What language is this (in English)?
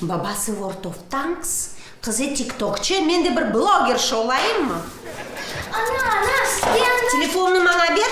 Crimean Tatar